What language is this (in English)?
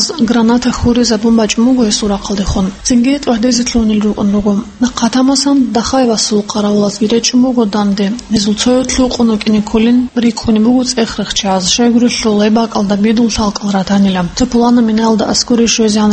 Avaric